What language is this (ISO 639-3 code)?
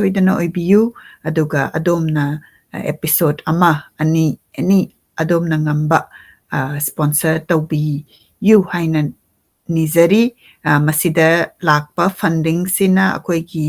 mni